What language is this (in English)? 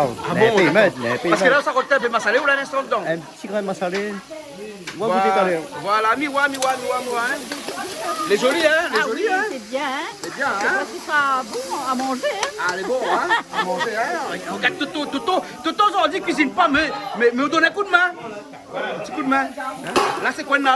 Réunion Creole French